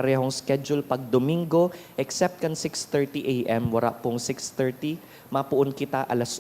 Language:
Bikol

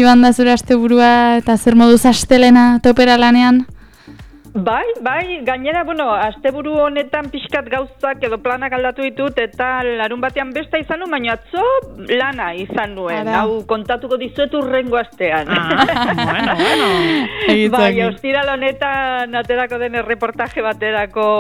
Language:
Basque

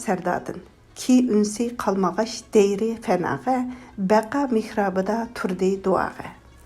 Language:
Uyghur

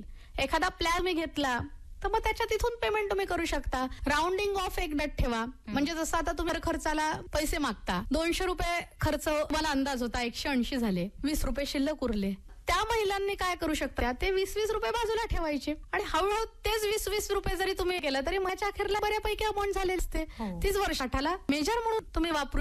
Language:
Marathi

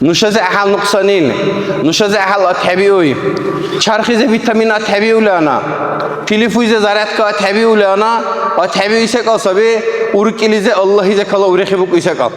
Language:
Dargwa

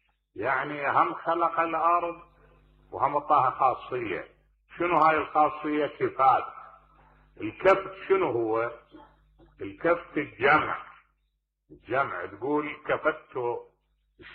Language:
Mesopotamian Arabic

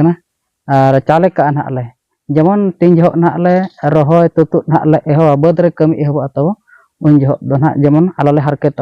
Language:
Santali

